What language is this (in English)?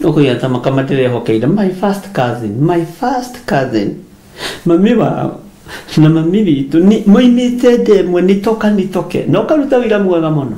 Kikuyu